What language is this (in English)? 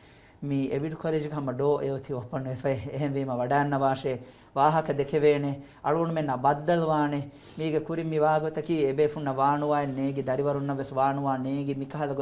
Divehi